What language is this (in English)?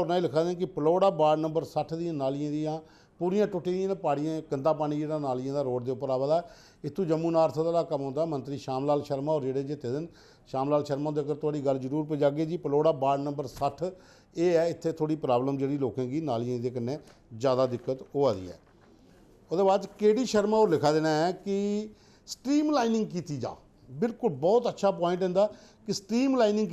Dogri